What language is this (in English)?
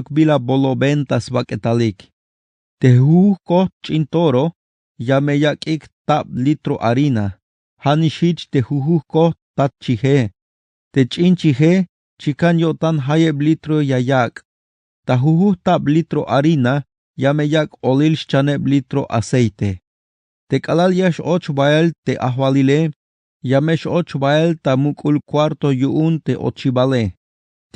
Tzeltal